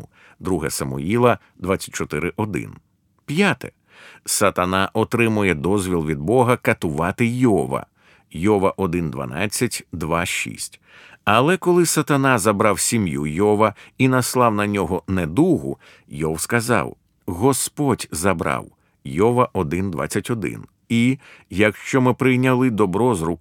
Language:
Ukrainian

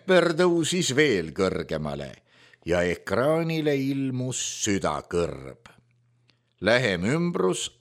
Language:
Estonian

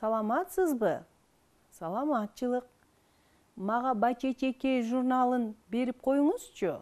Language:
Kyrgyz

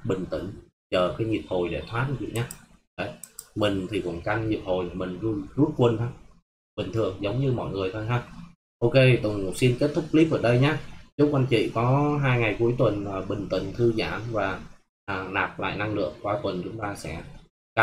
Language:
Vietnamese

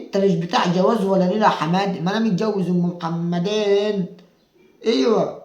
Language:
Egyptian Arabic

